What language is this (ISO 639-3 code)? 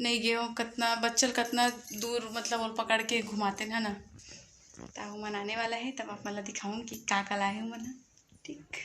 hne